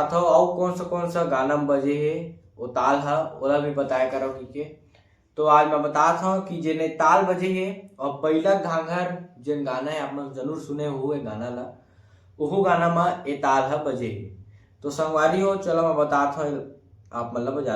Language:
Chhattisgarhi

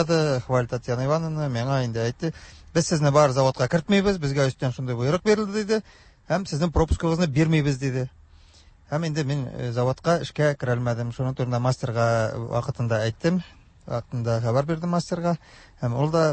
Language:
Tatar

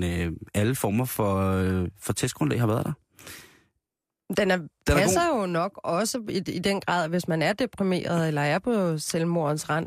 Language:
Danish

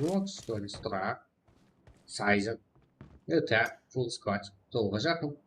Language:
Kara-Kalpak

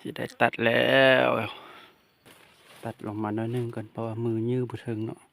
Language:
Lao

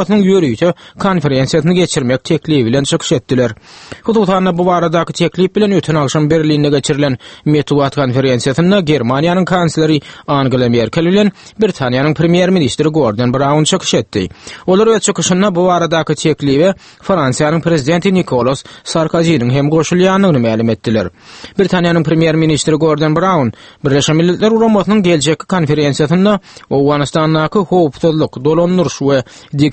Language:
Turkmen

